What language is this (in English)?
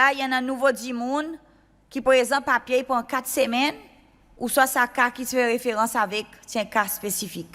Seselwa Creole French